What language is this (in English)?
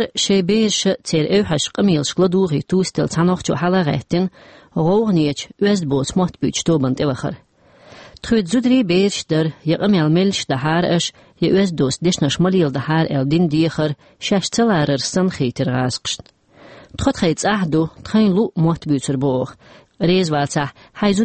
Chechen